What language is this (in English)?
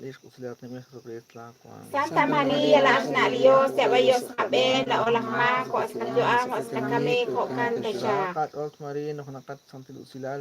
Kekchí